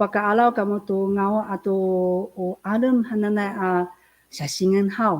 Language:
Amis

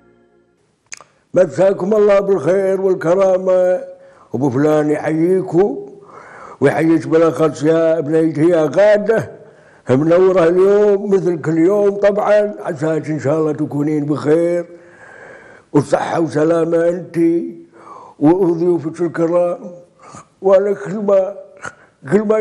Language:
Gulf Arabic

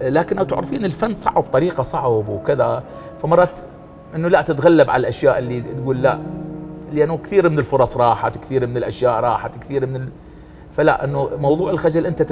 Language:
Mesopotamian Arabic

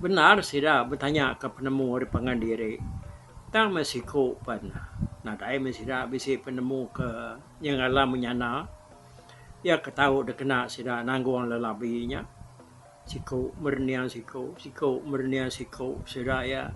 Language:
Iban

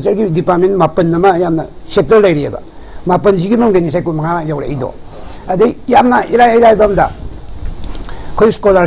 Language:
Manipuri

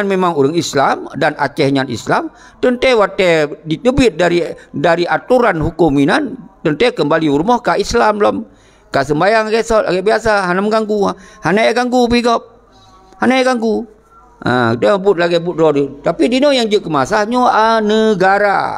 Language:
Achinese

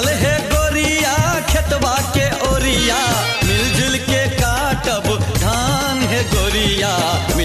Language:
Maithili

